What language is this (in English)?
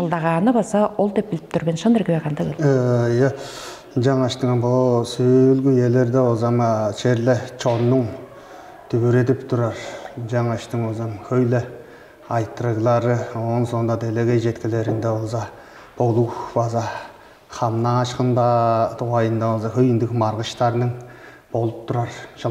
Tuvinian